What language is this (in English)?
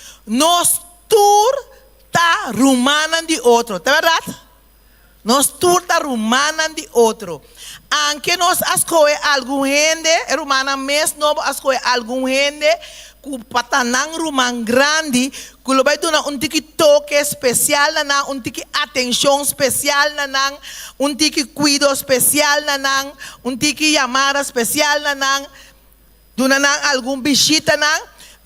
Papiamento